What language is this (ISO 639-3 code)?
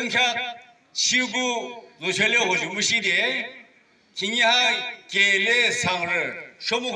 yim